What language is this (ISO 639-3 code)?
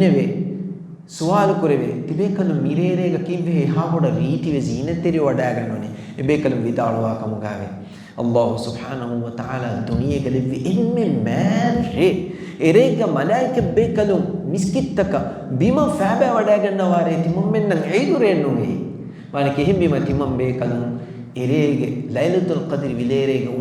div